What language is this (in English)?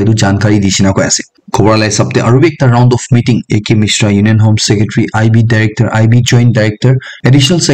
Naga Pidgin